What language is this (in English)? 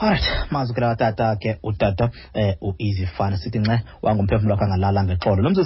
Xhosa